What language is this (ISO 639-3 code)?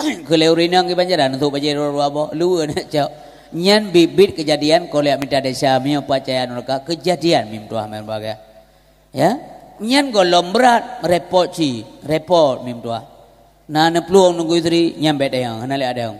ace